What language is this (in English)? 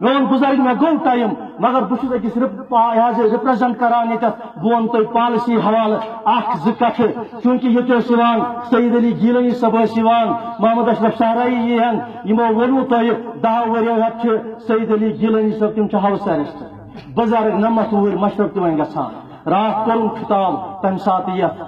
Kashmiri